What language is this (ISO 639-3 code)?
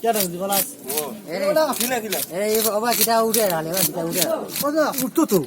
syl